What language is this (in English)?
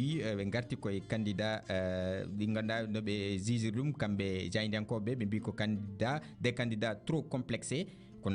Fula